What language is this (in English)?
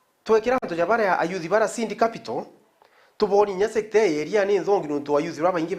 Meru